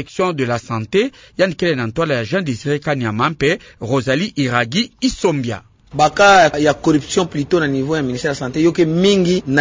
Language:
Kituba (Democratic Republic of Congo)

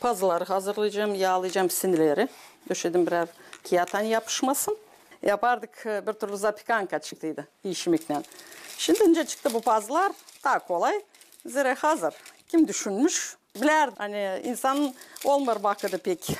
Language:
Gagauz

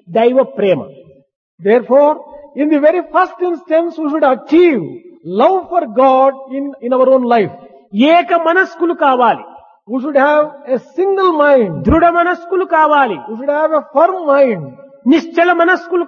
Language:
Telugu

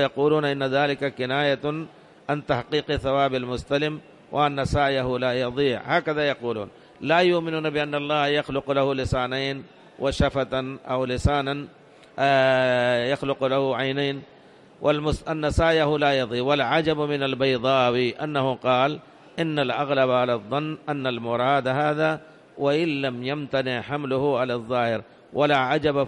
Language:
Arabic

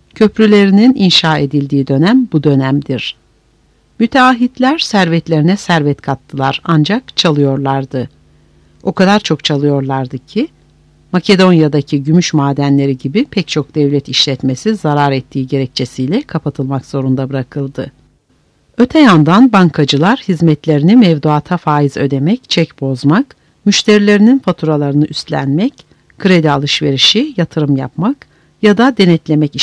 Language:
Turkish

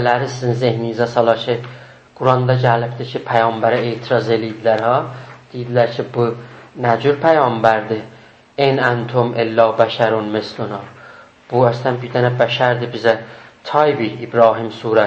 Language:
South Azerbaijani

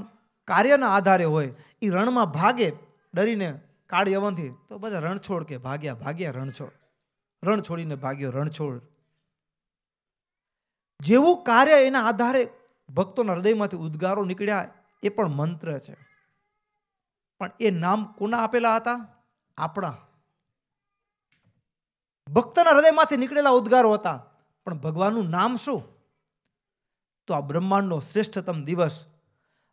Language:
Gujarati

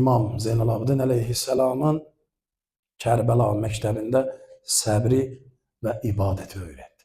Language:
Azerbaijani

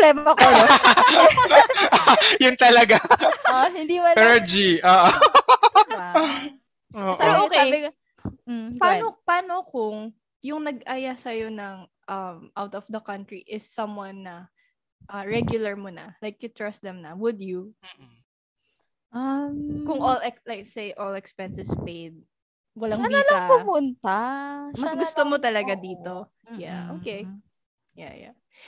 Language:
Filipino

